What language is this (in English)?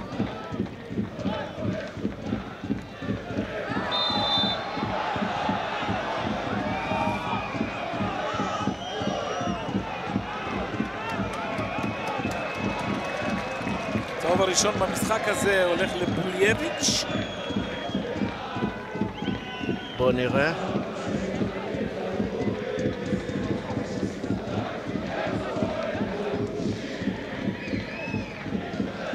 Hebrew